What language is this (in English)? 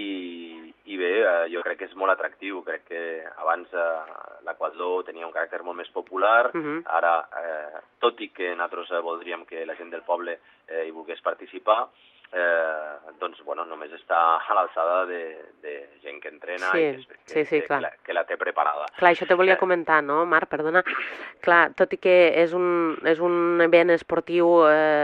Catalan